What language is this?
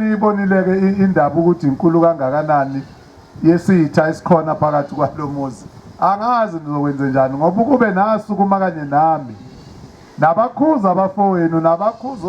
Zulu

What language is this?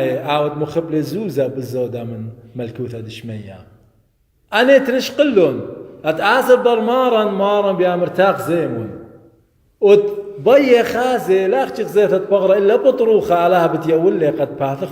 Assyrian Neo-Aramaic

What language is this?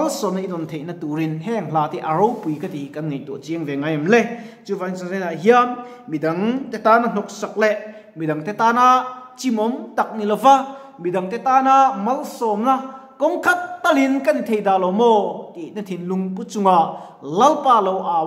Mizo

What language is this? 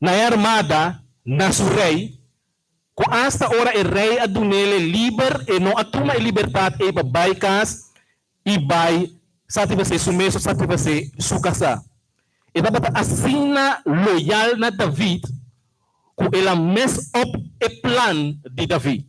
Papiamento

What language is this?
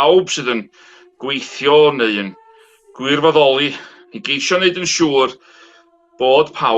Welsh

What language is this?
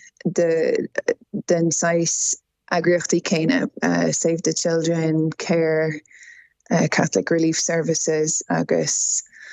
Irish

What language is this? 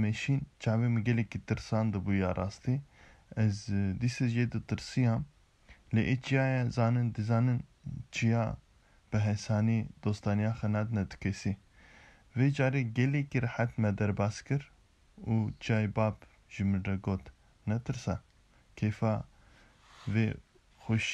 Kurdish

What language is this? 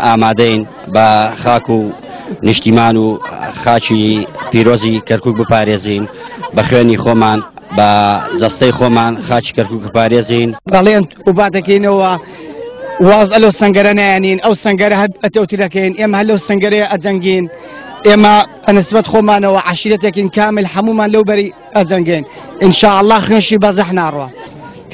Central Kurdish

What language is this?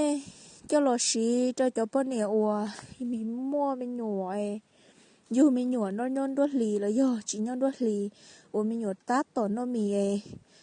Hmong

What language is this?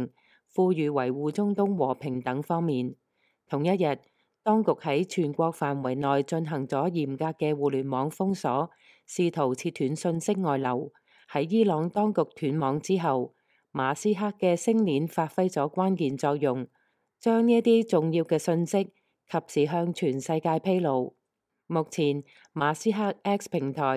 Cantonese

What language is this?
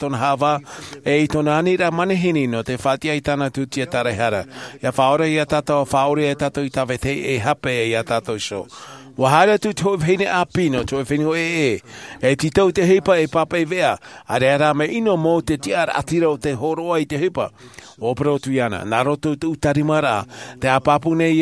Tahitian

